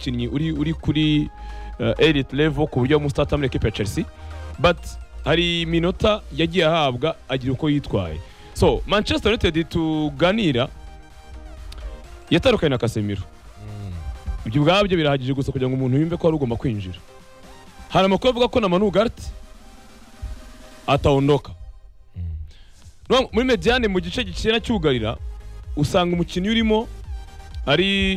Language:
Kinyarwanda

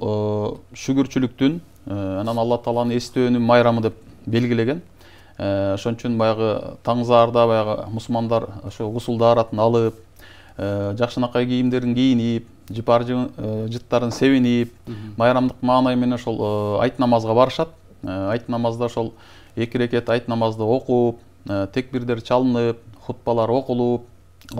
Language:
Kyrgyz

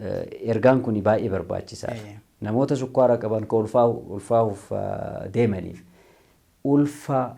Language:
Oromo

